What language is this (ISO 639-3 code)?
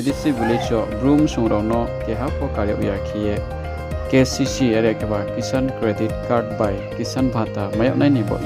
ria